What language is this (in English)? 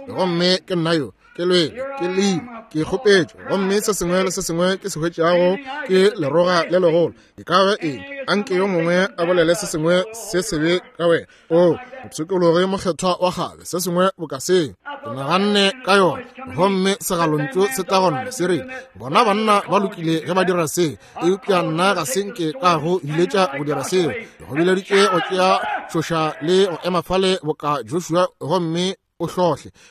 Northern Sotho